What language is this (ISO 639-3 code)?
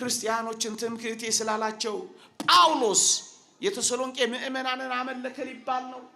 amh